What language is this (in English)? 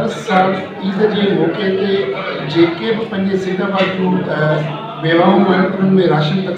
Sindhi